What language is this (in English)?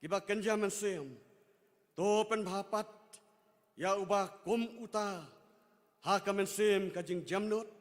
Khasi